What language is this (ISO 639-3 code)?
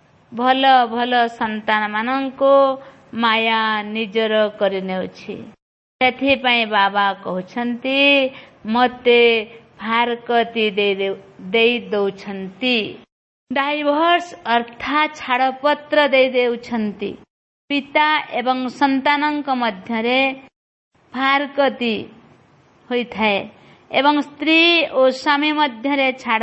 ori